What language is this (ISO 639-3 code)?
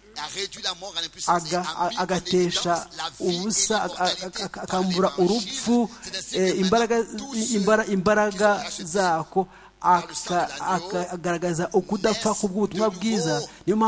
kin